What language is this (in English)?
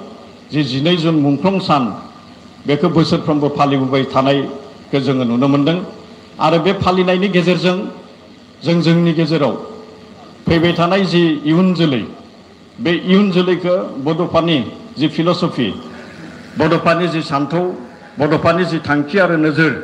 Bodo